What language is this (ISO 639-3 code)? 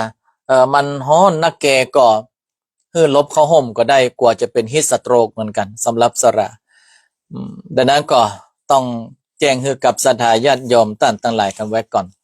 nod